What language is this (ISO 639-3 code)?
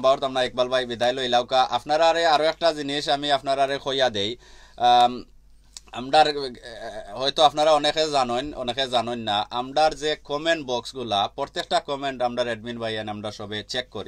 syl